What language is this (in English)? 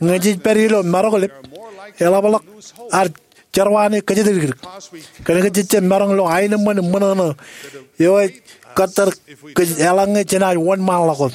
Marshallese